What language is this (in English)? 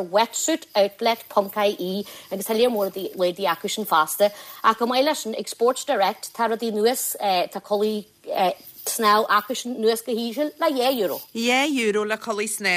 Irish